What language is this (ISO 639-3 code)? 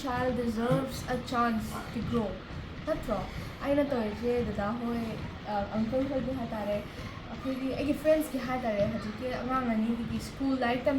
mni